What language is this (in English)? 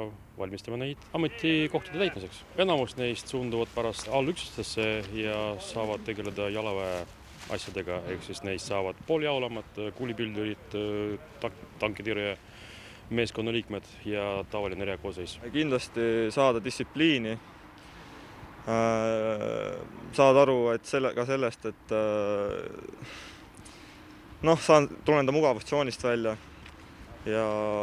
Estonian